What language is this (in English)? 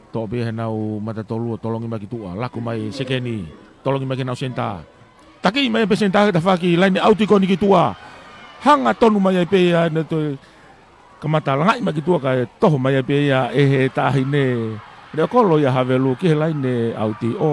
Tongan